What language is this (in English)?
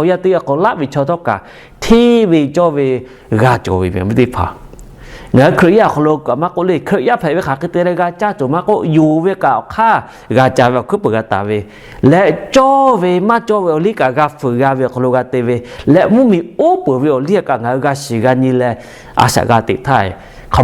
Lahu